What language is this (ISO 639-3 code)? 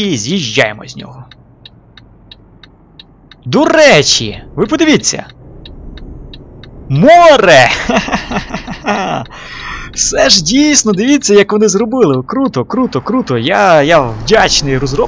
ukr